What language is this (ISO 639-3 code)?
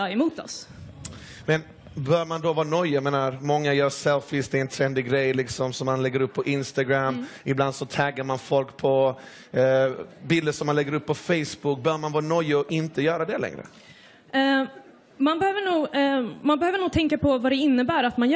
swe